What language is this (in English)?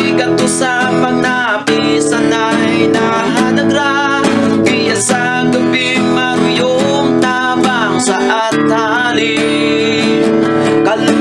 Bantoanon